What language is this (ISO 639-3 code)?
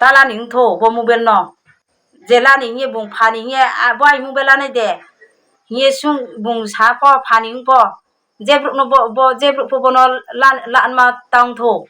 ria